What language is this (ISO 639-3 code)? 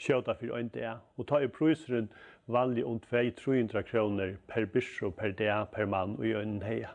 fao